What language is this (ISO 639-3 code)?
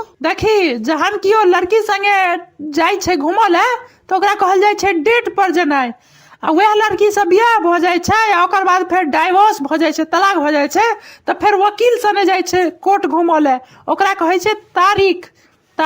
mai